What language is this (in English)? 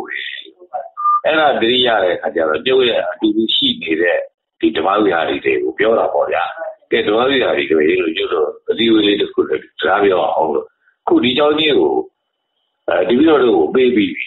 Burmese